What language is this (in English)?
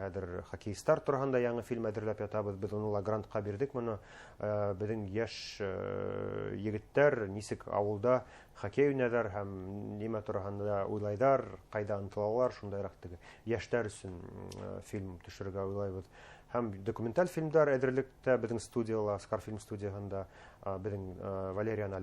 Bashkir